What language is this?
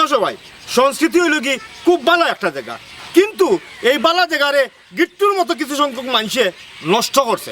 Sylheti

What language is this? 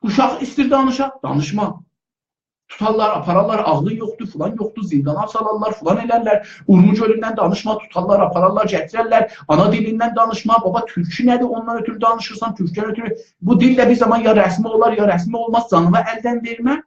South Azerbaijani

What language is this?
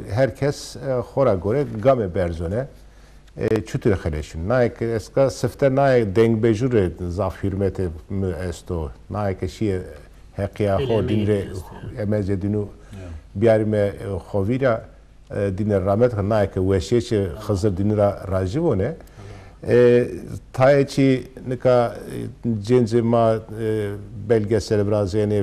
Zaza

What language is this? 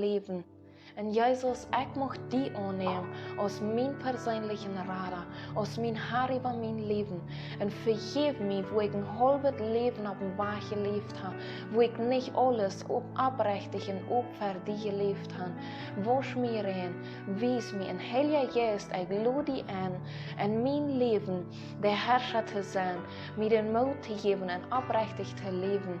Plautdietsch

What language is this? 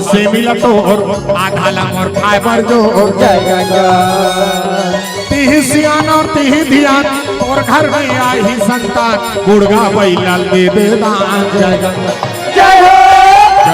Chhattisgarhi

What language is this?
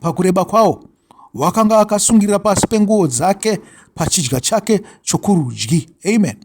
Shona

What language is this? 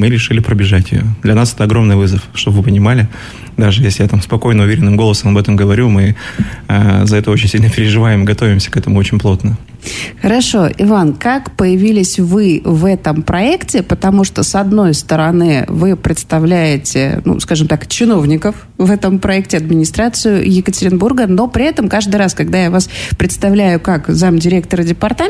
Russian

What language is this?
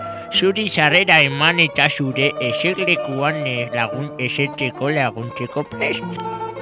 Basque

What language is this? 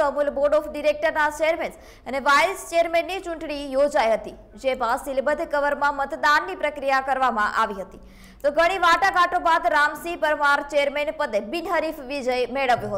Gujarati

